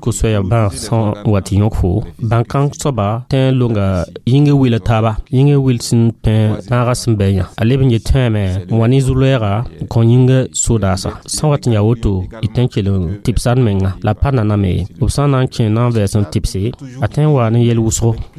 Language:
Mossi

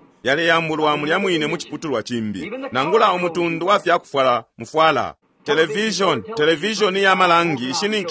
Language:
Bemba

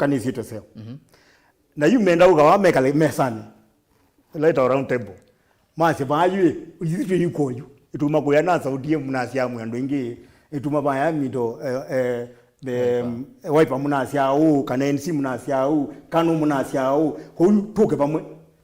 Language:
Kamba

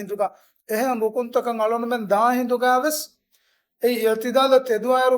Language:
Divehi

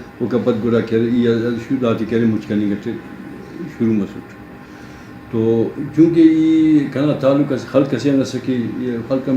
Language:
Brahui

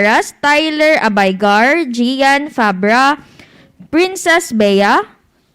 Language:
Hiligaynon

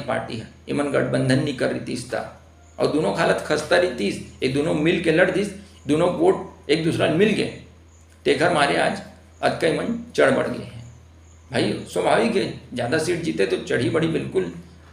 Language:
Chhattisgarhi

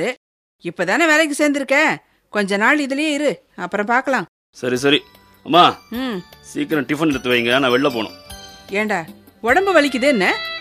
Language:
Tamil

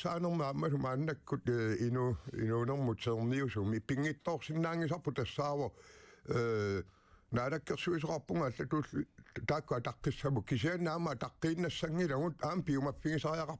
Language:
Kalaallisut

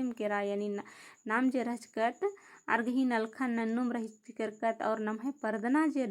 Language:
Kurukh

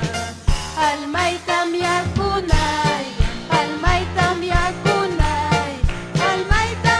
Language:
Ayacucho Quechua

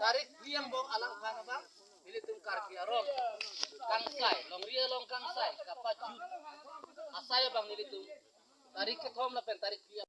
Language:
Karbi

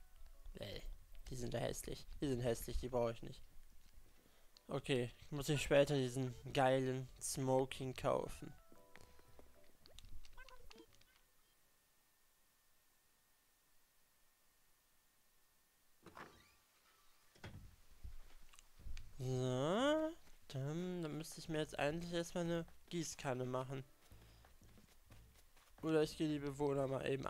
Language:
German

